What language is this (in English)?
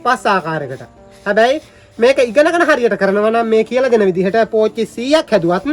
Sinhala